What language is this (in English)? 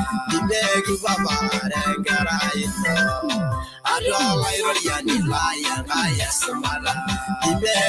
Masai